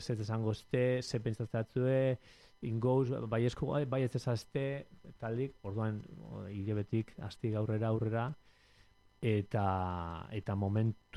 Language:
Basque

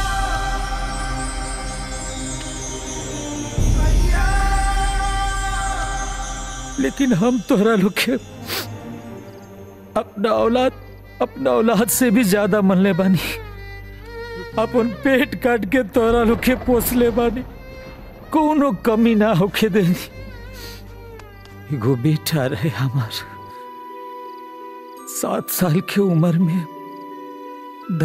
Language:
Bhojpuri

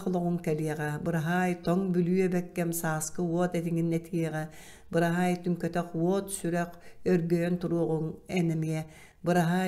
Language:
Yakut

